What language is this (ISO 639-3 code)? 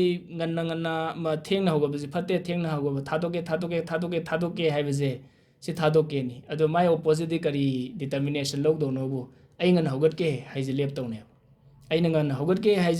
mni